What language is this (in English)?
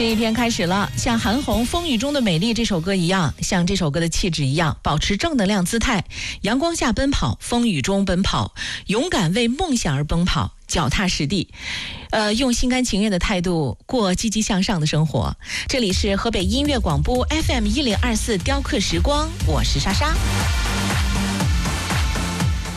Chinese